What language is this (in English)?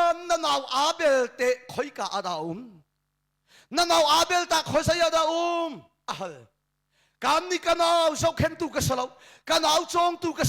Hakha Chin